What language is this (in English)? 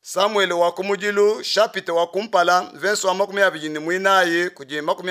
Luba-Lulua